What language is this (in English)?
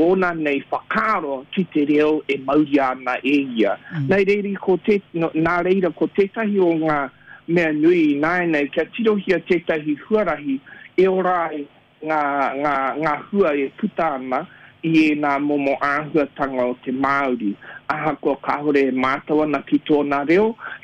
Māori